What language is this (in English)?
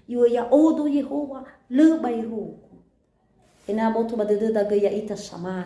Nias